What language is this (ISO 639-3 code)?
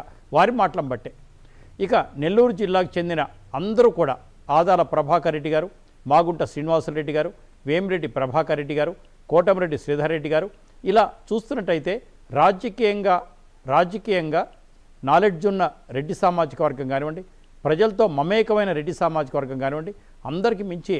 tel